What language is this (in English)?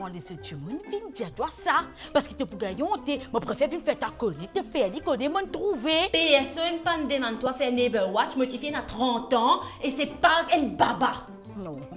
Morisyen